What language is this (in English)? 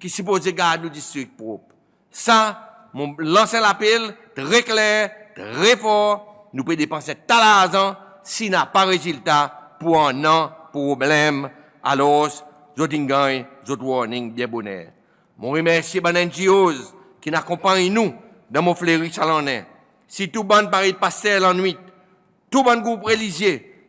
Seselwa Creole French